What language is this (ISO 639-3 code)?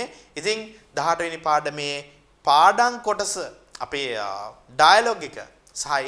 sin